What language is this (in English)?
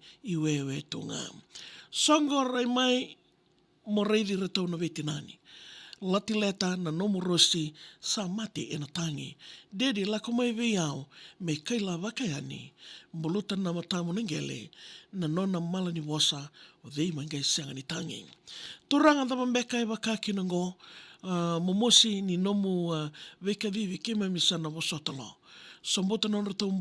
Fijian